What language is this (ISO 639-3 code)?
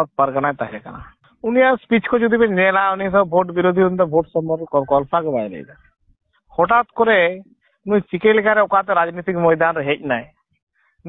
sat